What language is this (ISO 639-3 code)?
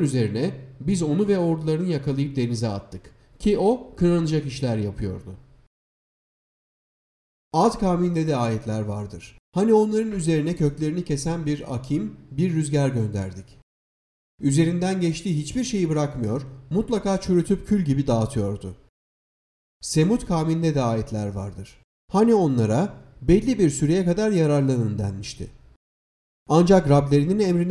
tur